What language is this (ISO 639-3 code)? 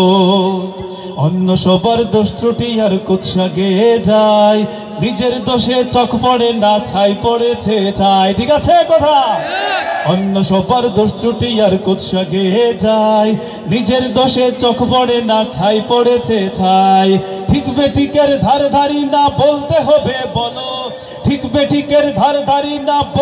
ben